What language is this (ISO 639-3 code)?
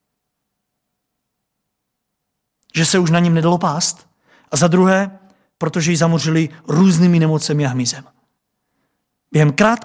ces